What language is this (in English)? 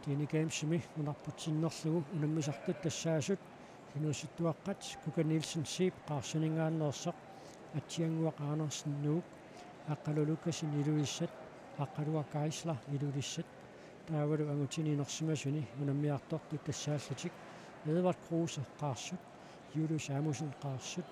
Kalaallisut